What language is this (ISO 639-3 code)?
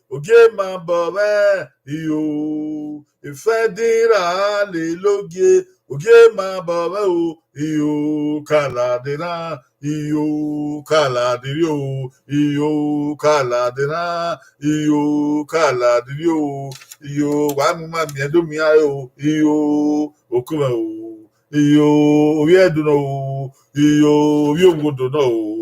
bin